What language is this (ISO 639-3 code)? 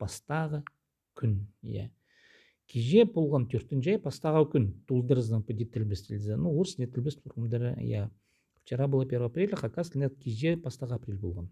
kjh